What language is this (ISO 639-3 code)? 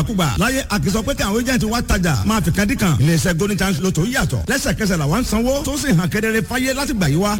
yor